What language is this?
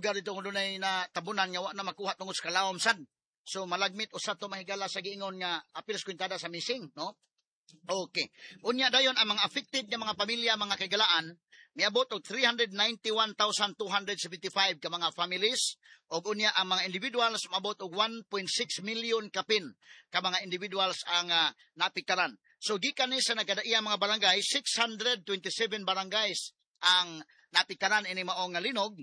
Cebuano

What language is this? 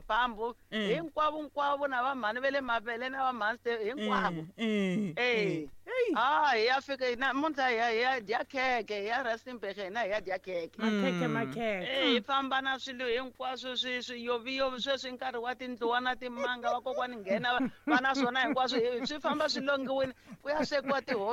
Tsonga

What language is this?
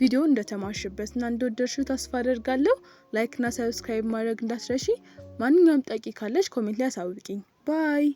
Amharic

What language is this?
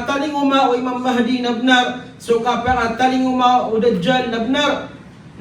Maranao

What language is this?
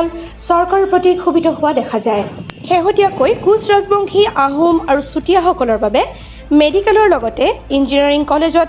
Assamese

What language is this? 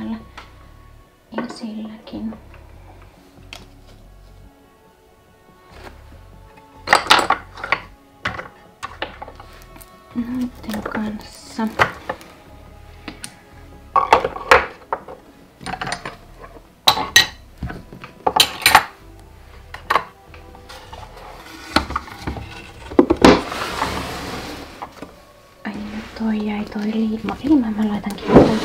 Finnish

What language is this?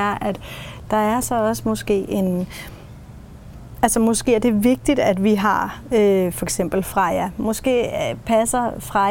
Danish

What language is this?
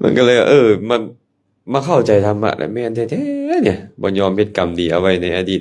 Lao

